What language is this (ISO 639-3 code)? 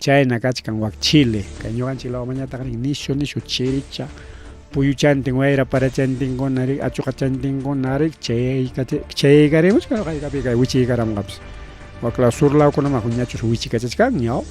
quy